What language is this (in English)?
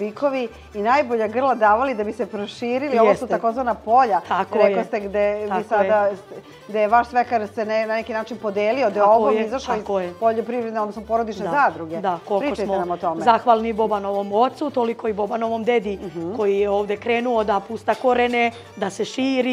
Serbian